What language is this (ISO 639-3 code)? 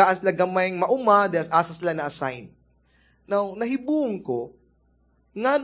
ceb